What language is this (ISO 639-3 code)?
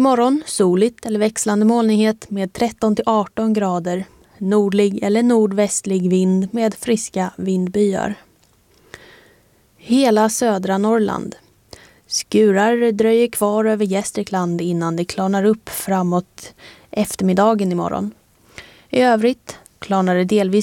swe